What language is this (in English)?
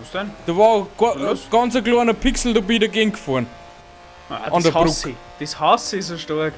Bavarian